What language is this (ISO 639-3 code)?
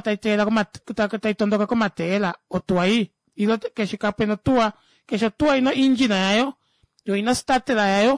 kua